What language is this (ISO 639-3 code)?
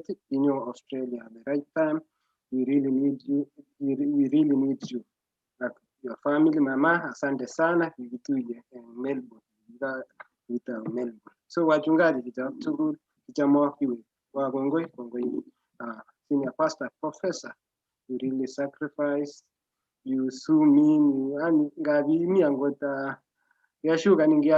kln